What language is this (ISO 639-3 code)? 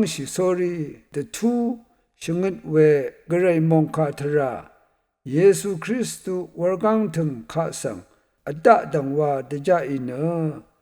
raw